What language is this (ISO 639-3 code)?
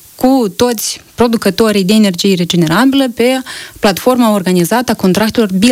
ron